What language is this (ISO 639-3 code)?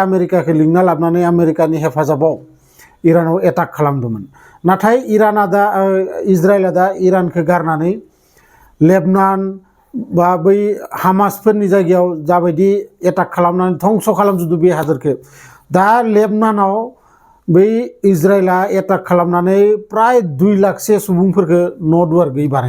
brx